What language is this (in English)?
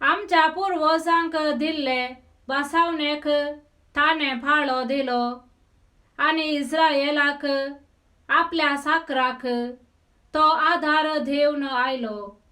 Konkani